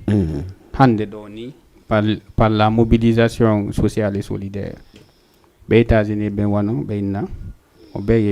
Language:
Fula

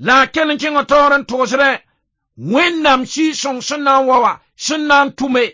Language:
Mossi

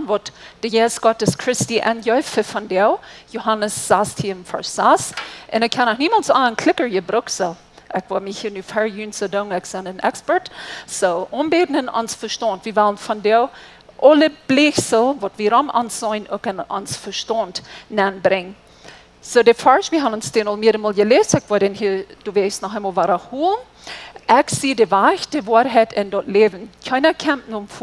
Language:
Plautdietsch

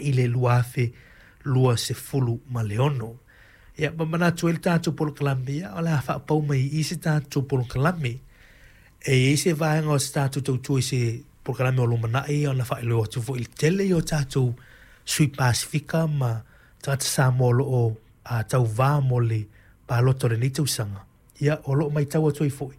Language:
Samoan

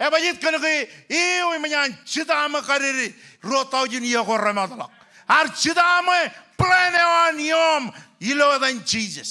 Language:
Marshallese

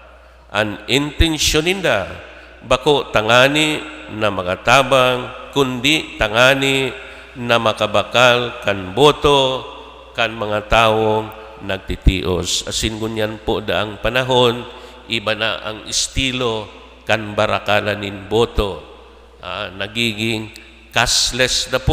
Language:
Bikol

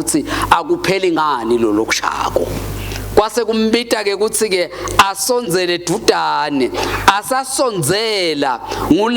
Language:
Swati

